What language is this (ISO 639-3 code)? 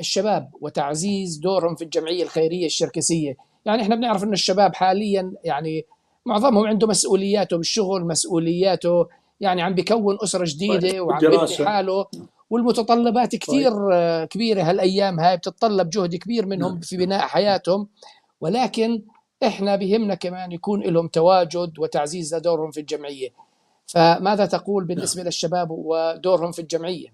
apc